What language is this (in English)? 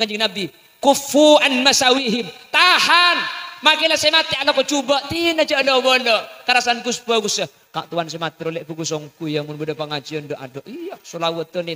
Madurese